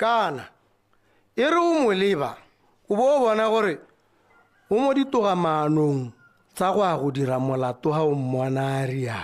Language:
Tswana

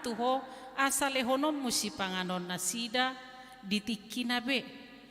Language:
Batak Toba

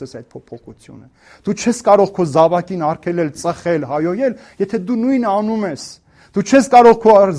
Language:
Armenian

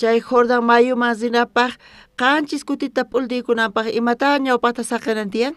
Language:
South Bolivian Quechua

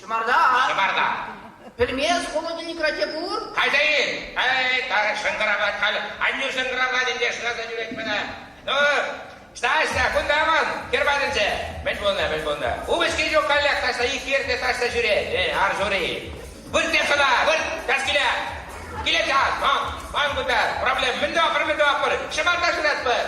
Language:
Chuvash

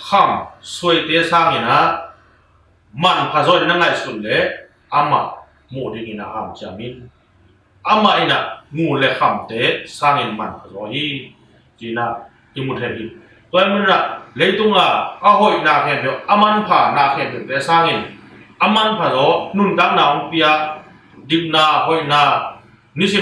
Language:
Tedim Chin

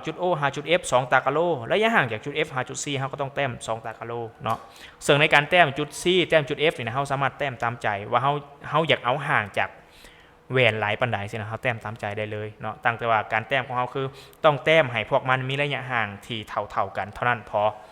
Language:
Lao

